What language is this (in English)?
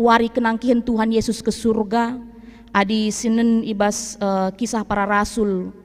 Batak Karo